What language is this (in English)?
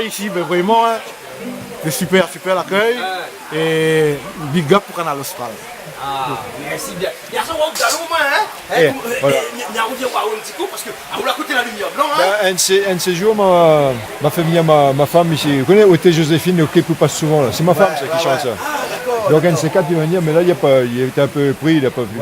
Réunion Creole French